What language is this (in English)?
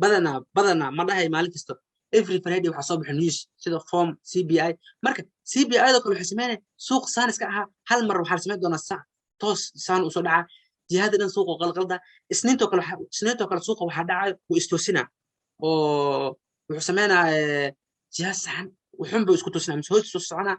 Somali